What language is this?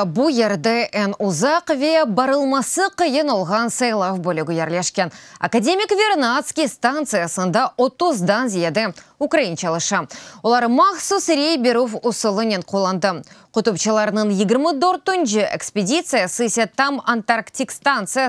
Crimean Tatar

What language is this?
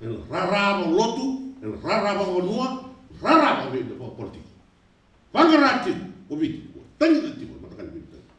Fijian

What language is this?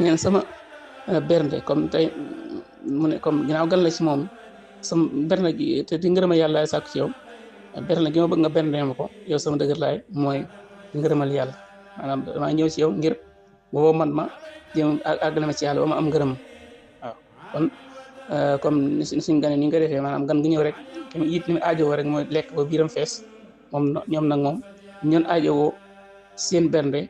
Wolof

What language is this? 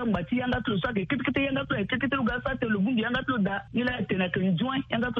Sango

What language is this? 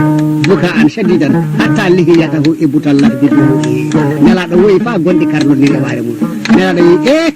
Fula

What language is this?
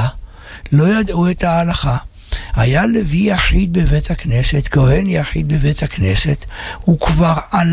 Hebrew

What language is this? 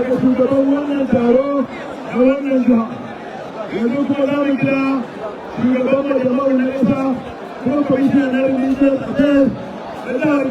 Hausa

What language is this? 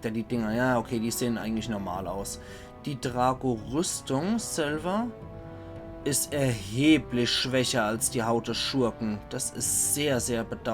Palatine German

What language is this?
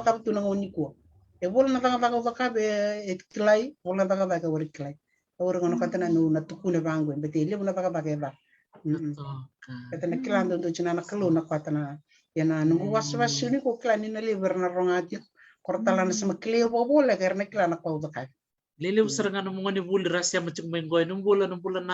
Fijian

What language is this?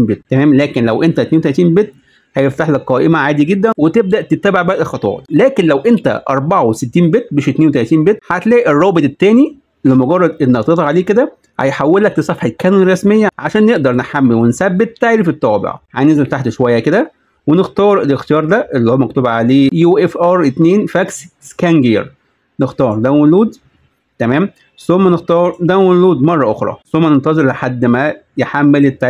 Egyptian Arabic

